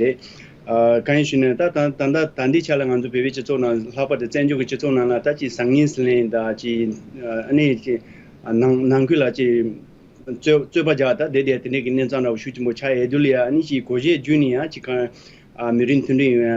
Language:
Tibetan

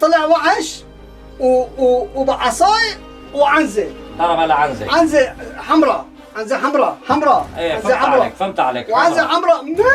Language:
North Levantine Arabic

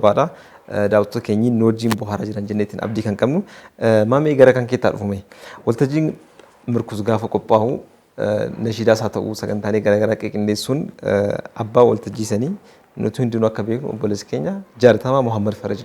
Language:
Oromo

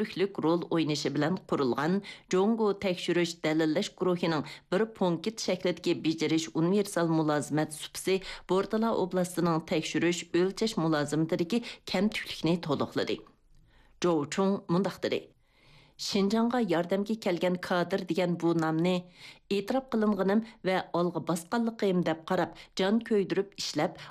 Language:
Uyghur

